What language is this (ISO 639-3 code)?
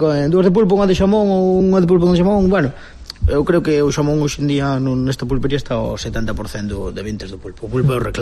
glg